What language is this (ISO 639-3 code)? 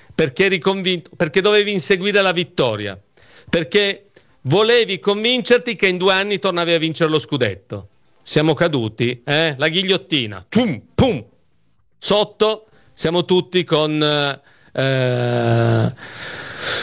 ita